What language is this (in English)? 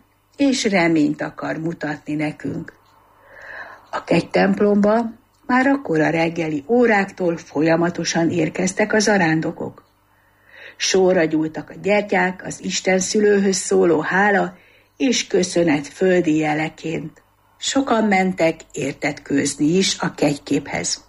Hungarian